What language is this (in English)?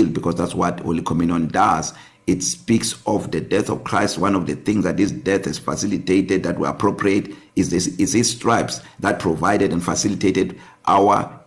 English